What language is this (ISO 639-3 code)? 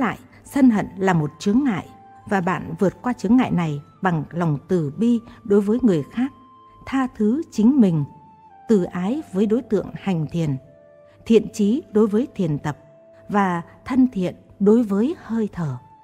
vie